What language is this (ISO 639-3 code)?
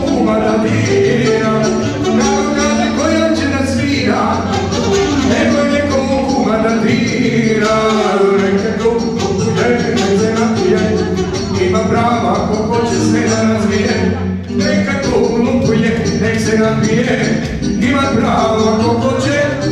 srp